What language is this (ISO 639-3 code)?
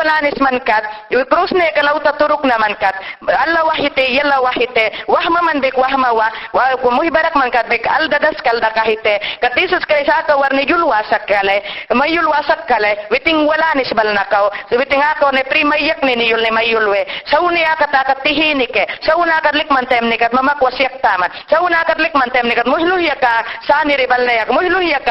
yan